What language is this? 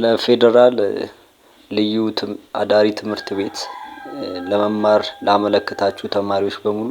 Amharic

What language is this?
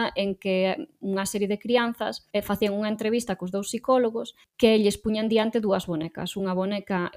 Galician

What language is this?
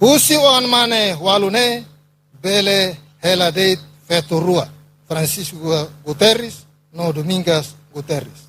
Tetum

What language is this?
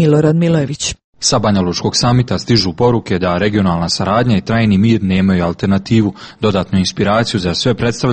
Serbian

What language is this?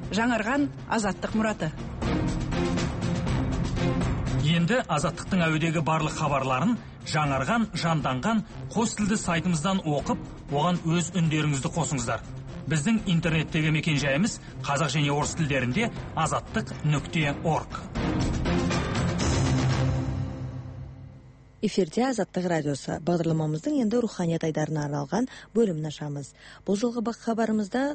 Kazakh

